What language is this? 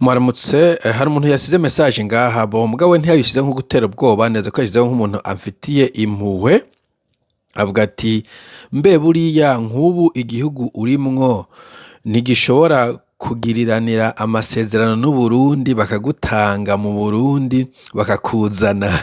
Rundi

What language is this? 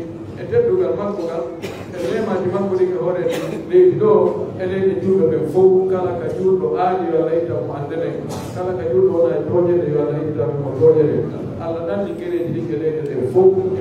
Pular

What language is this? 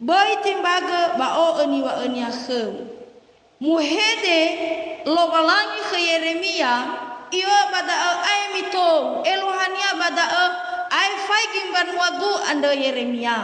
Nias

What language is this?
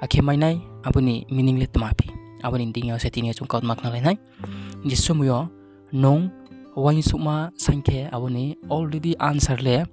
Riang (India)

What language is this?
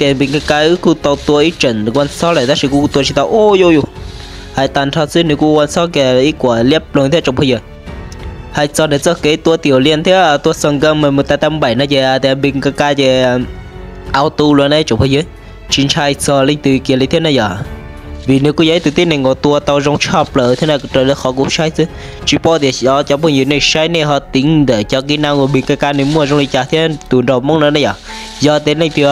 Hmong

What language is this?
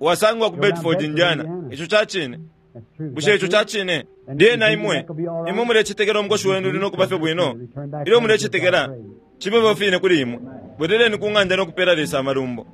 Bemba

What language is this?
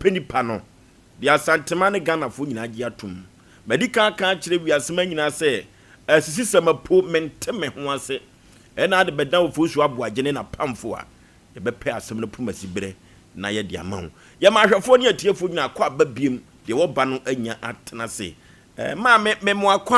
Akan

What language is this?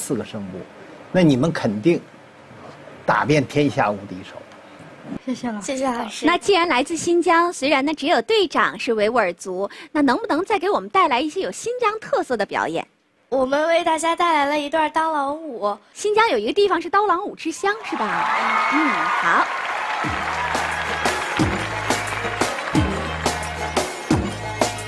Chinese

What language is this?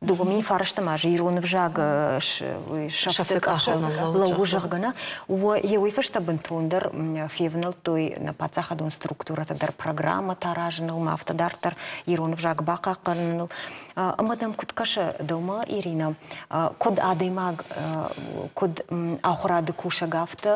Ossetic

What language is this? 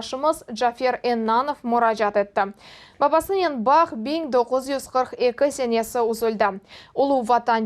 Crimean Tatar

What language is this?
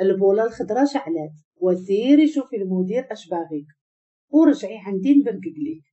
Moroccan Arabic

